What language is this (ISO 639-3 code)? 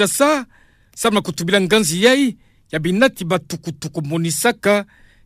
ktu